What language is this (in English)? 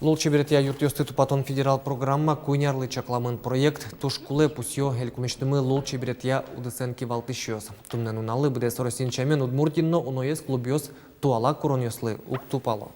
Udmurt